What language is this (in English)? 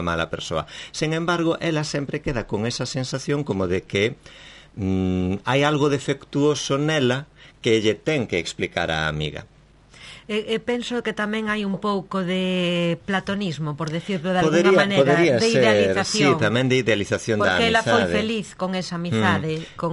Galician